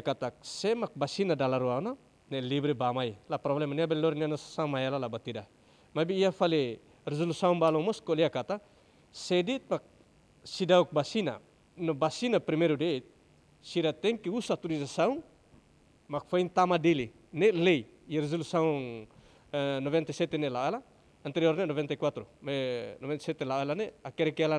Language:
Tetum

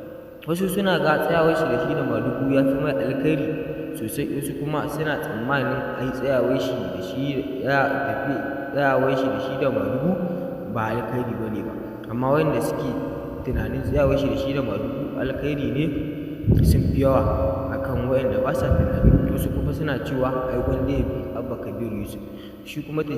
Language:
Hausa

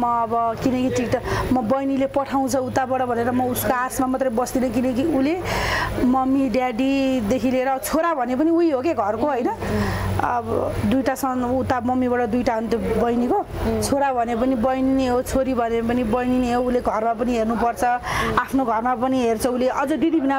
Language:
Nepali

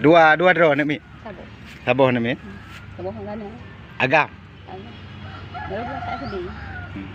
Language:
Achinese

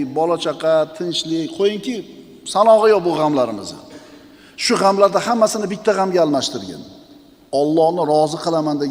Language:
Uzbek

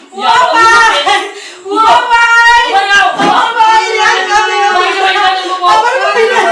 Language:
Sylheti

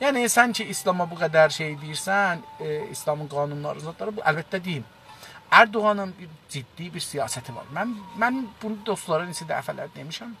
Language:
South Azerbaijani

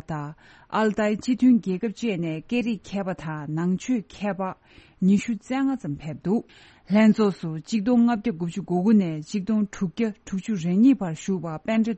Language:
Tibetan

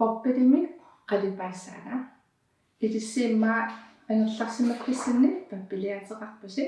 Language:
Kalaallisut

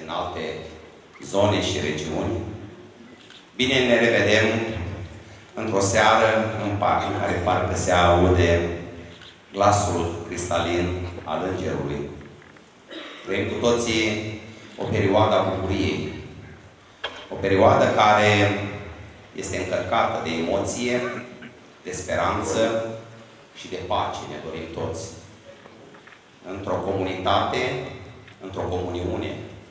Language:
Romanian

